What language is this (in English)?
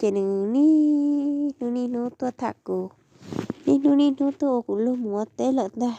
Hmong